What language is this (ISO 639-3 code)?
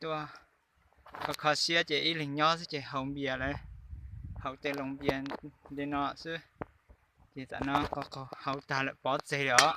hmn